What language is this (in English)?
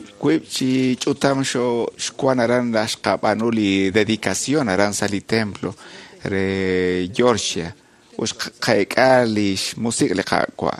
Kekchí